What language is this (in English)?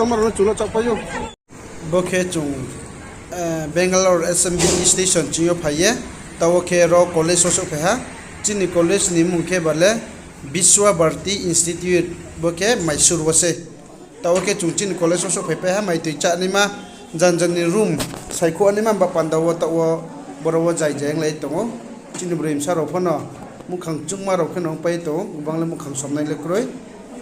Riang (India)